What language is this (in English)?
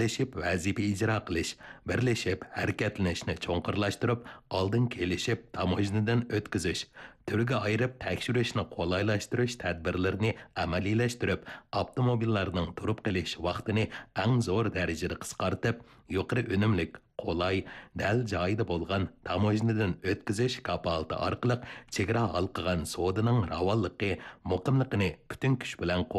Uyghur